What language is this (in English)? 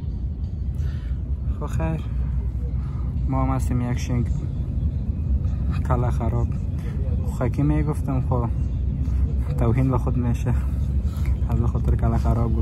Persian